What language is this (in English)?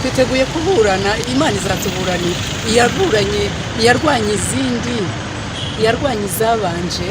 Kinyarwanda